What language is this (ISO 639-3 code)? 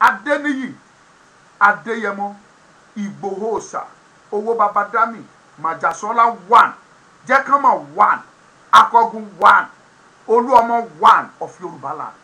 yor